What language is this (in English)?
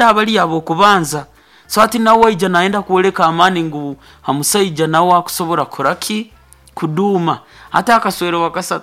Nyoro